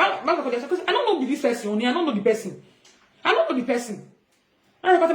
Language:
Nigerian Pidgin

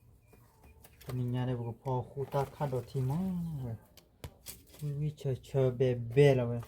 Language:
S'gaw Karen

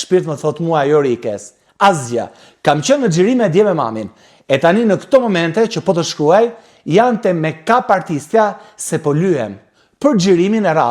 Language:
Albanian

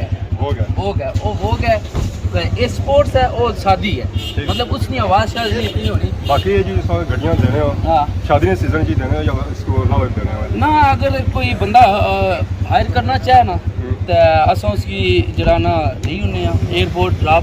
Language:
Pahari-Potwari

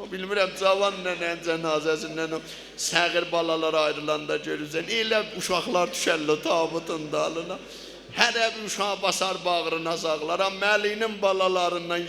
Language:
South Azerbaijani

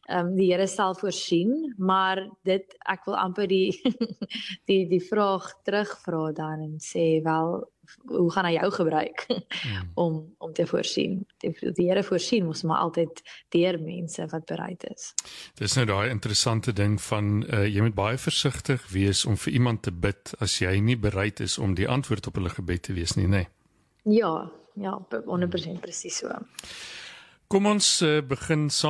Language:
Afrikaans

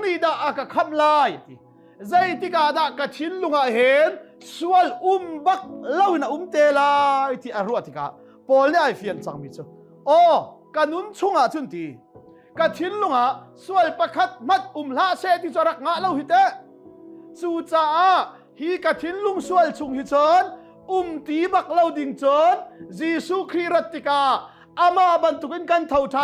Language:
Hakha Chin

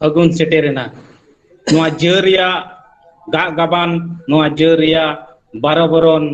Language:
Santali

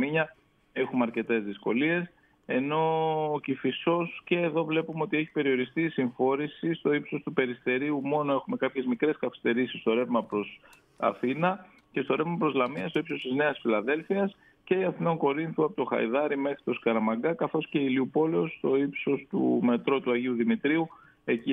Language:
Greek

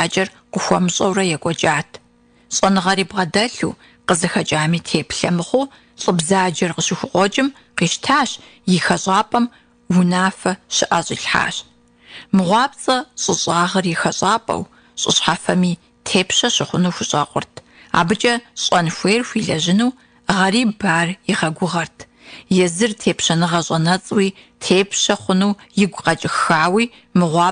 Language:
Kabardian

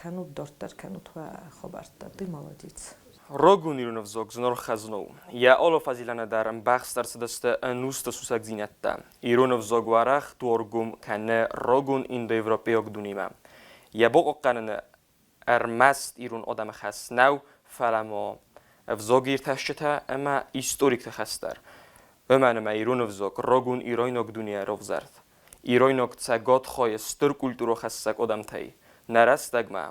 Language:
Ossetic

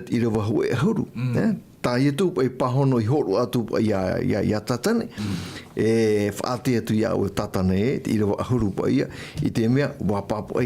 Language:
Tahitian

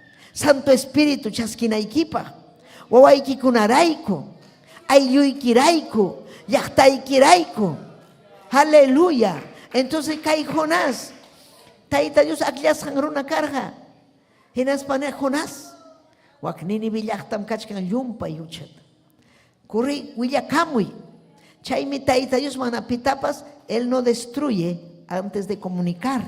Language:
Ayacucho Quechua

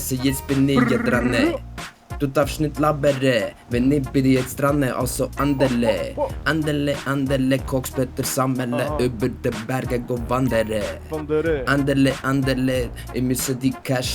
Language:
Swiss German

